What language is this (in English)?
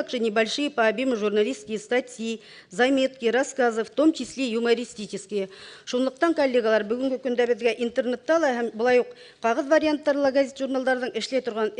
Bashkir